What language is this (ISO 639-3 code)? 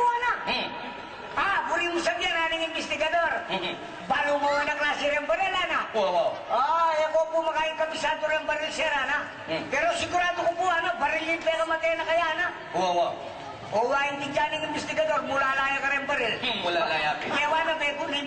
pam